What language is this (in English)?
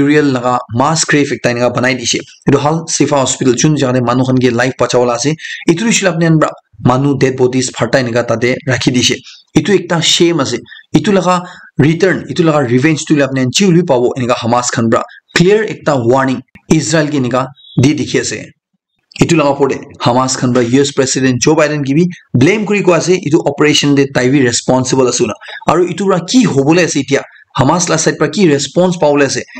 Naga Pidgin